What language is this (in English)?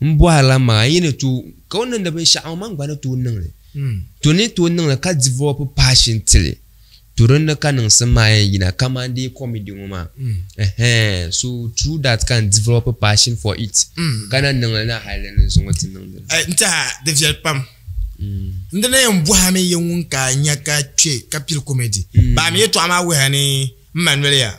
Dagbani